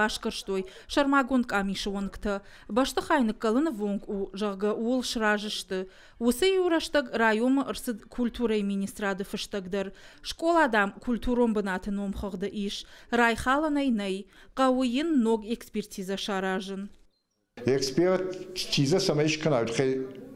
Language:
Ossetic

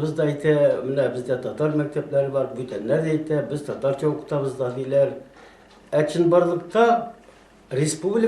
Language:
Tatar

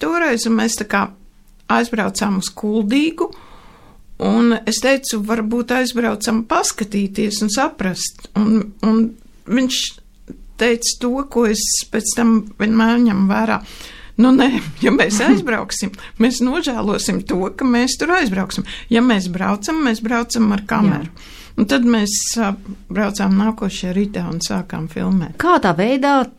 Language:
Latvian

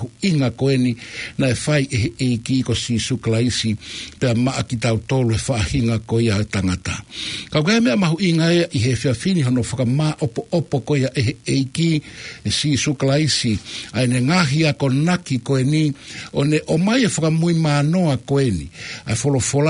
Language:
Tongan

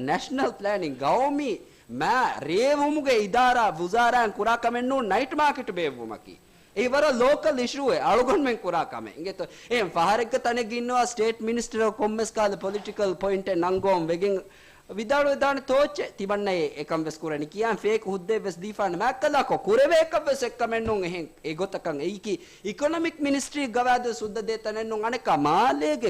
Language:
Divehi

